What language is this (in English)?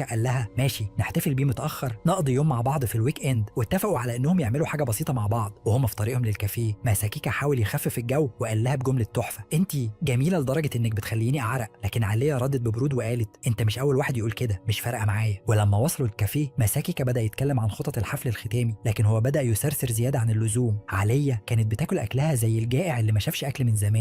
Egyptian Arabic